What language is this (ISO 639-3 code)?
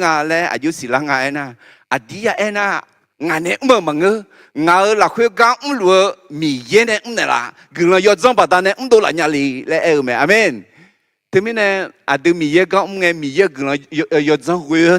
ahk